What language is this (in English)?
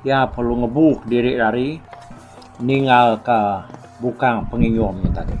Iban